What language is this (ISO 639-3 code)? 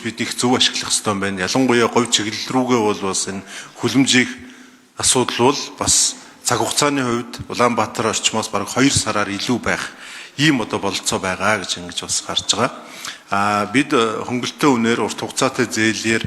mon